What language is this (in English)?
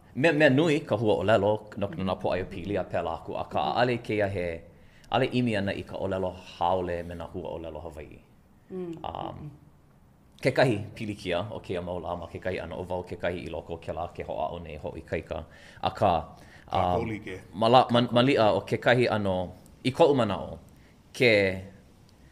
Hawaiian